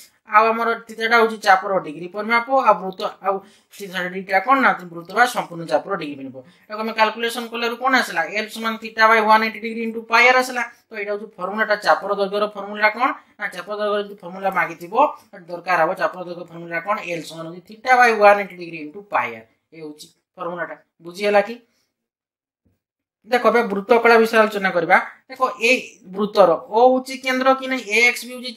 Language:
Odia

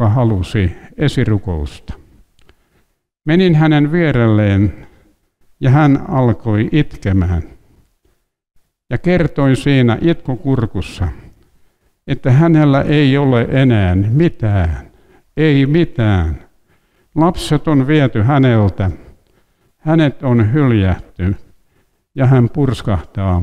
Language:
Finnish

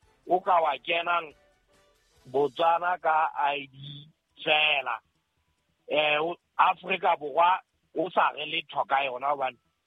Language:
Southern Sotho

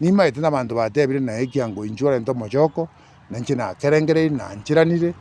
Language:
Gusii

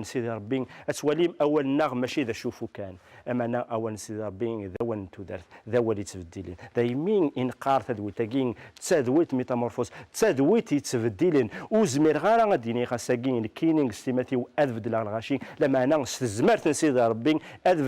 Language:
Kabyle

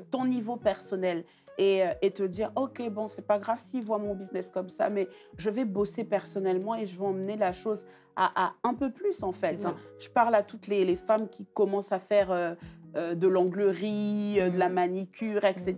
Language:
French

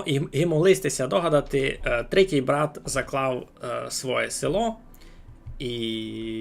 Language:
Rusyn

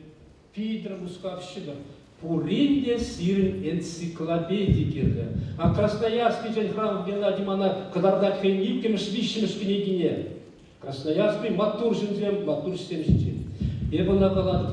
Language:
Chuvash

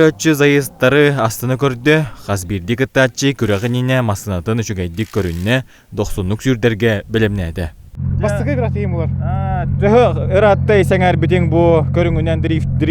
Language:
Yakut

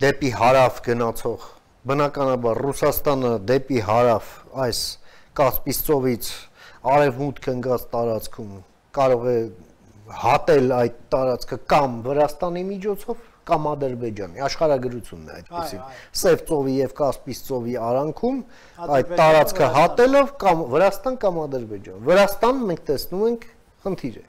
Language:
Armenian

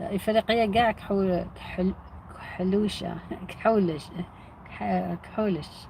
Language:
Algerian Arabic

